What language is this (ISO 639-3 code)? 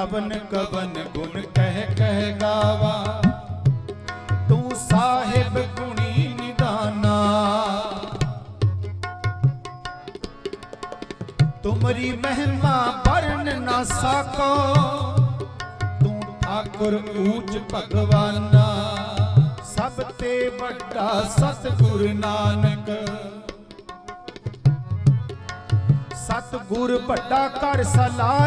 pan